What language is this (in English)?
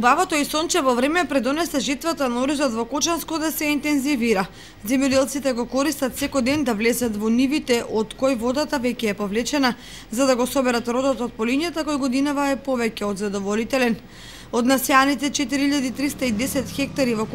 Macedonian